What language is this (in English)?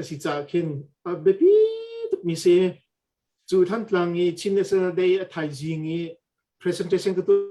Hakha Chin